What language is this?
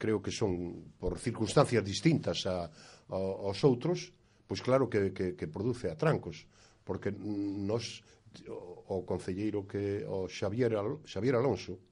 Galician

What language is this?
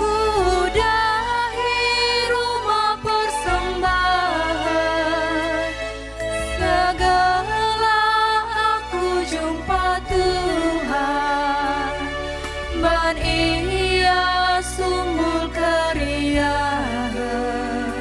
Batak Karo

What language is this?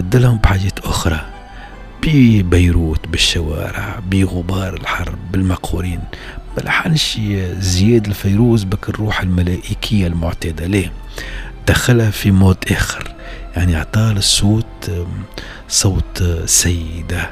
Tunisian Arabic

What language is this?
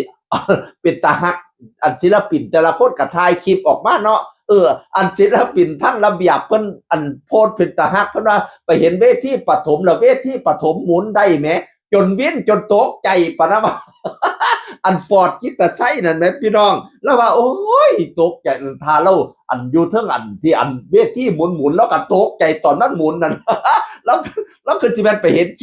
Northeastern Thai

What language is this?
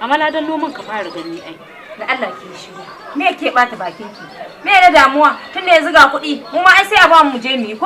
Hausa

